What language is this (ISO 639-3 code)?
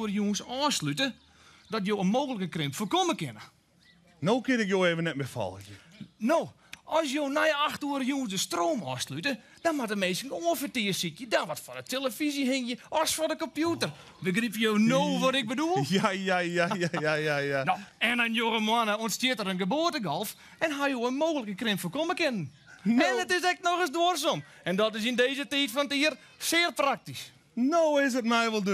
fry